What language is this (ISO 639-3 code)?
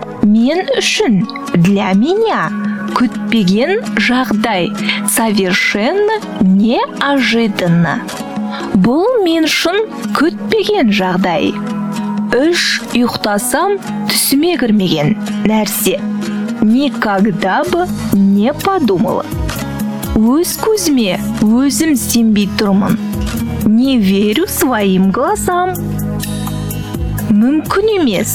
kaz